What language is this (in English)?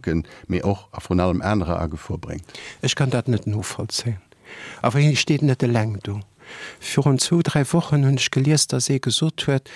Luxembourgish